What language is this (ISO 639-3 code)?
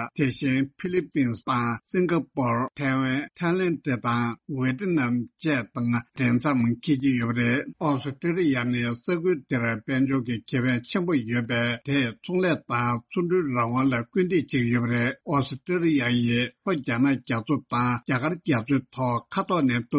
bod